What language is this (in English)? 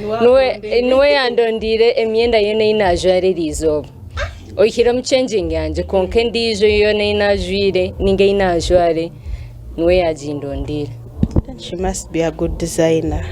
Nyankole